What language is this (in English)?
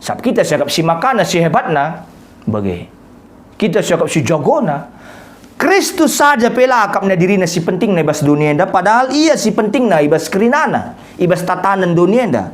Batak Karo